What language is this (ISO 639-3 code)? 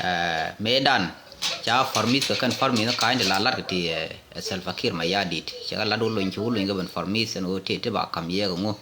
nus